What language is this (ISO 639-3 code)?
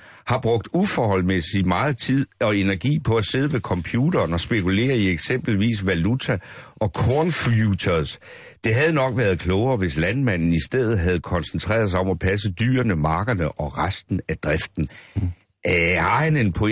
dan